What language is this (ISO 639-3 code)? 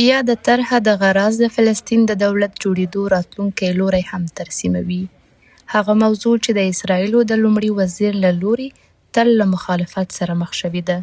pus